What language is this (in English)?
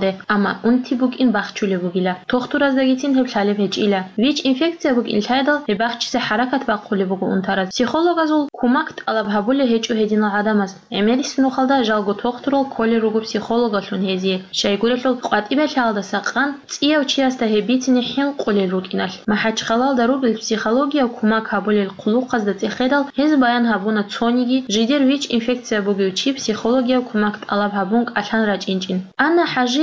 Avaric